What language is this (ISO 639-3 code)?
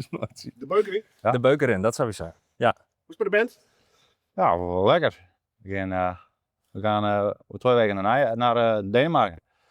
fry